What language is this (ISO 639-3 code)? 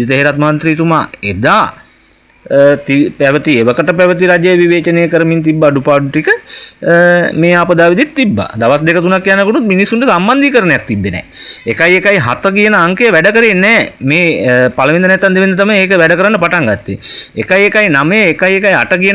sin